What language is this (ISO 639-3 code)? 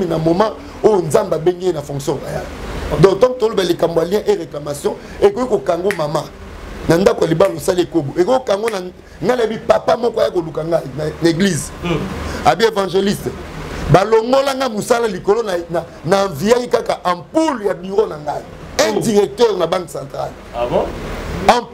lin